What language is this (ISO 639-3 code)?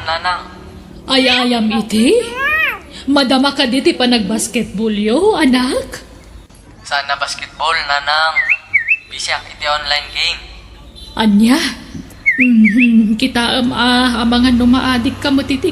ilo